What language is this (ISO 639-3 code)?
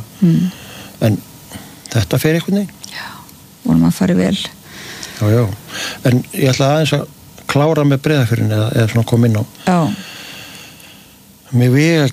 isl